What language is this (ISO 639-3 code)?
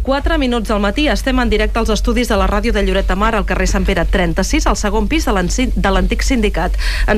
cat